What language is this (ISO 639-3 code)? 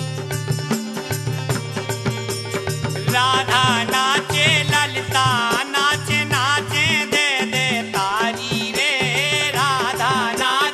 bns